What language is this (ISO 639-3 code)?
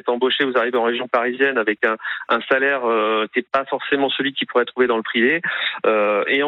fra